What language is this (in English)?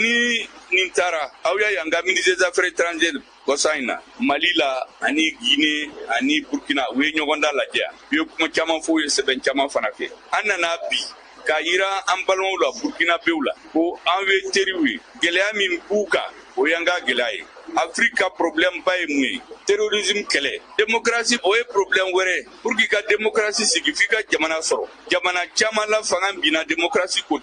Bambara